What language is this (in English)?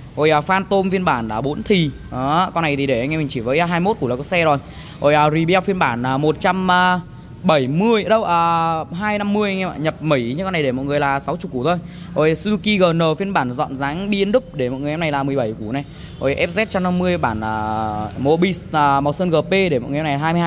Vietnamese